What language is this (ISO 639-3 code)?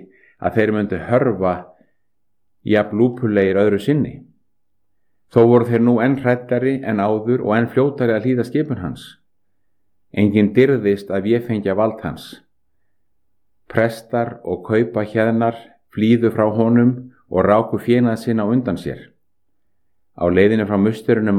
isl